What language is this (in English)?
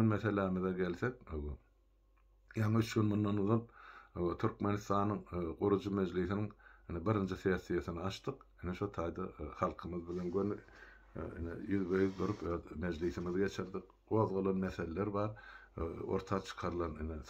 Turkmen